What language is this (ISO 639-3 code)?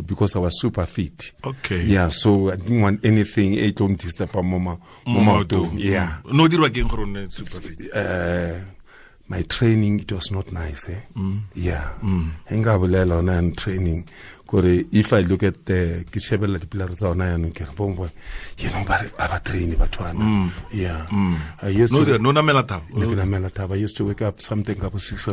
tsn